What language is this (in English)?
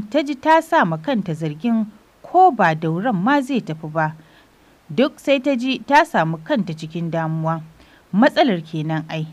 Hausa